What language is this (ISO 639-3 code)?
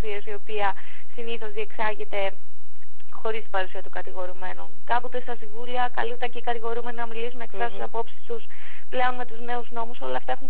ell